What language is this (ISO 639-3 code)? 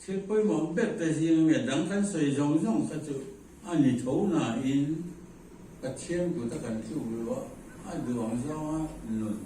lus